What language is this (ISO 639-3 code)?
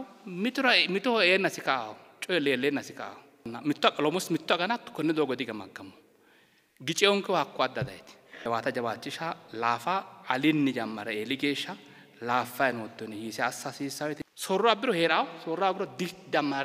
sid